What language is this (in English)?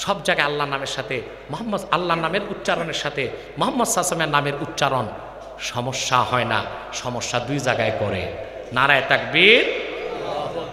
Bangla